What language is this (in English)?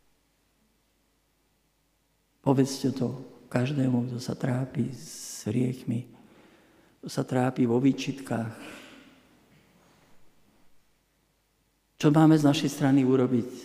Slovak